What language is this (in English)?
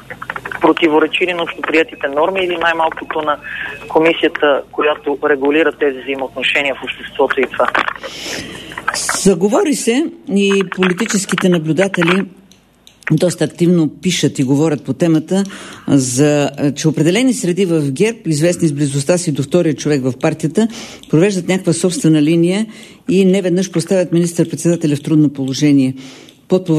Bulgarian